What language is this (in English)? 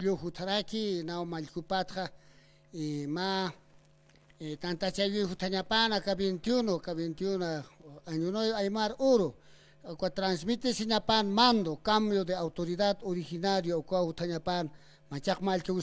Aymara